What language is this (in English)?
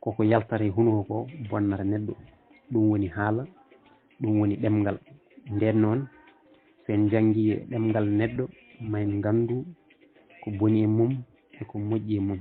Fula